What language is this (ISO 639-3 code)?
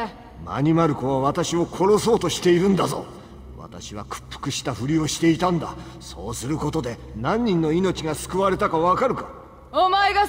jpn